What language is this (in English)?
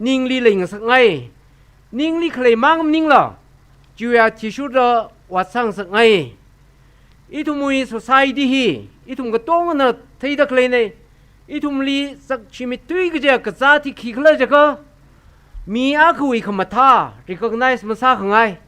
Tangkhul Naga (India)